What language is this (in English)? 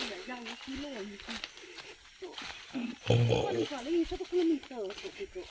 Iban